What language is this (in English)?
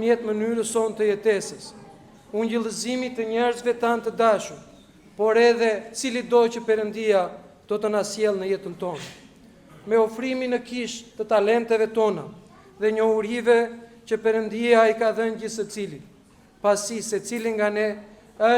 Albanian